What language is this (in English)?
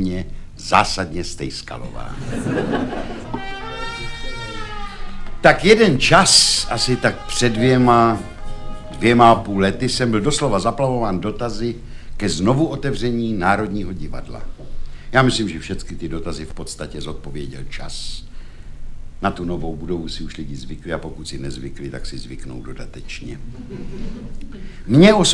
Czech